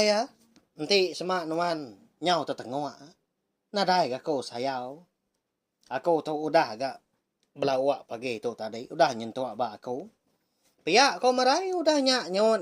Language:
Iban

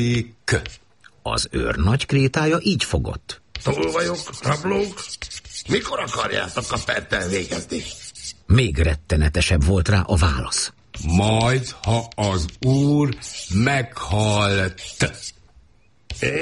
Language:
Hungarian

